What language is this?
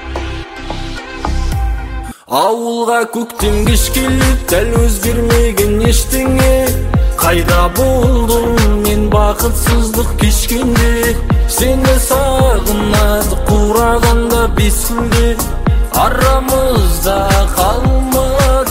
Kazakh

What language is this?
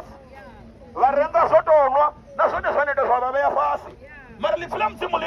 Venda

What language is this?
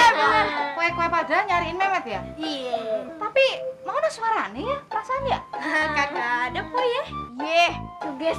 Betawi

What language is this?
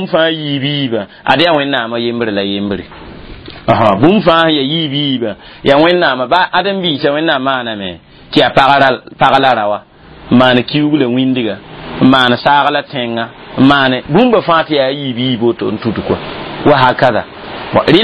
Mossi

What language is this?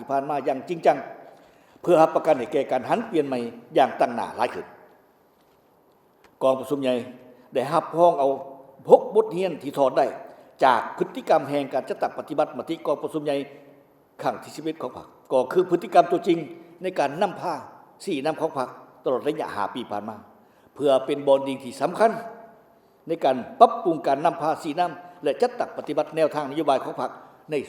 Lao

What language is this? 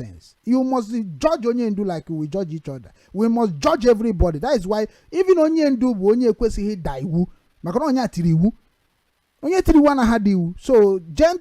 Igbo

